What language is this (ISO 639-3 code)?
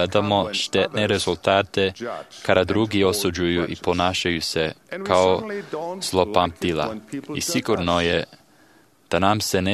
srp